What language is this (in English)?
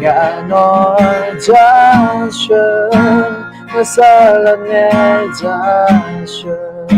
Akha